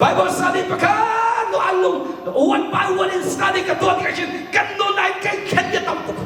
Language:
Hakha Chin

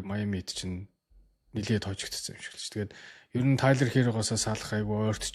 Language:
Mongolian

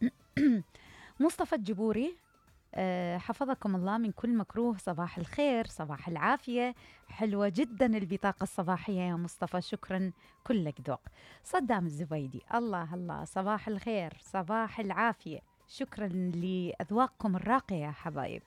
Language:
Mesopotamian Arabic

